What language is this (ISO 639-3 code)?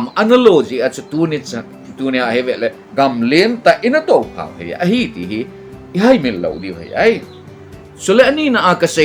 tcz